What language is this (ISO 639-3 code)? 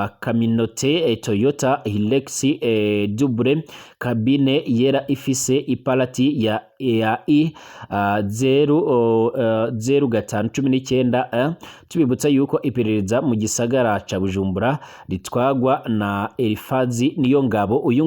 run